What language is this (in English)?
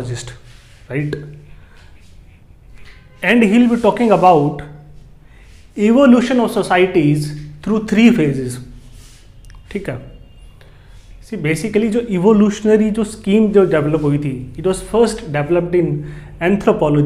Hindi